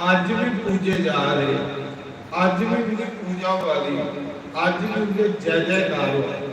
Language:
Dogri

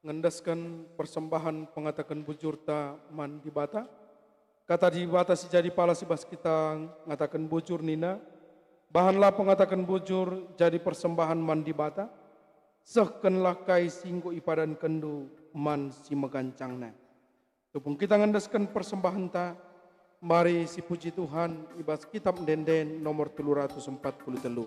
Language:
Batak Karo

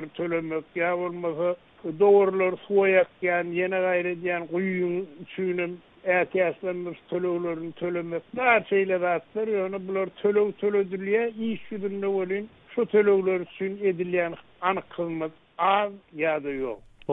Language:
Turkmen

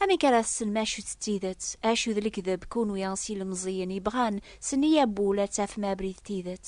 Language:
Kabyle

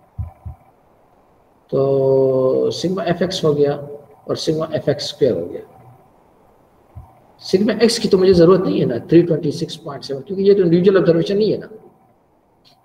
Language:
Hindi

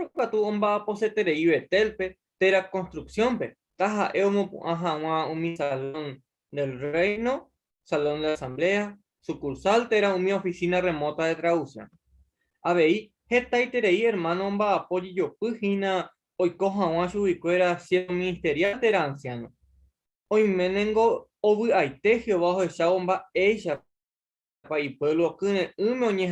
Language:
Guarani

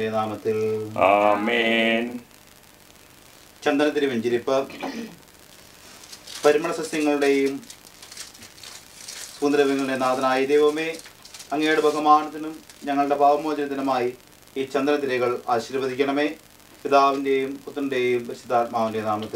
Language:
Malayalam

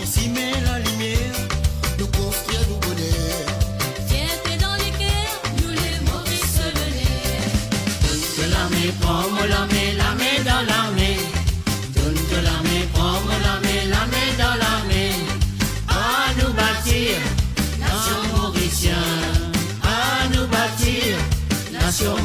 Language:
Morisyen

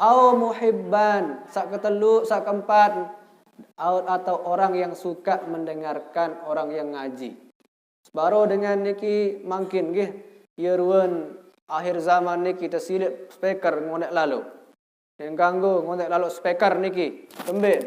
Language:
Sasak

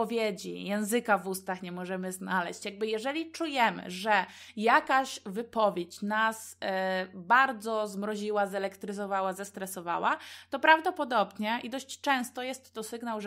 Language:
Polish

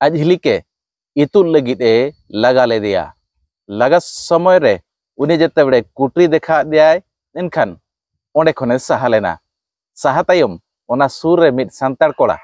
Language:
Santali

